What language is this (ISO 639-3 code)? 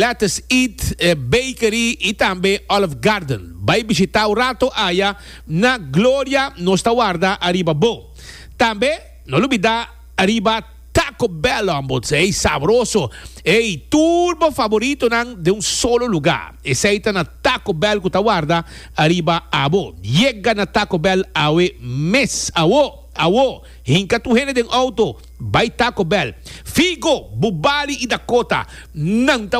pap